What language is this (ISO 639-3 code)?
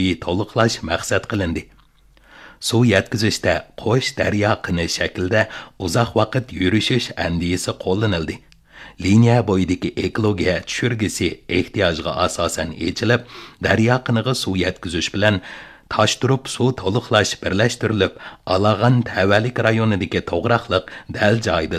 uig